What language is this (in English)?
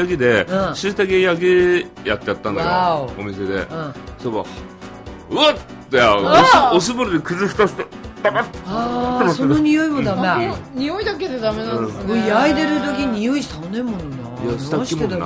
Japanese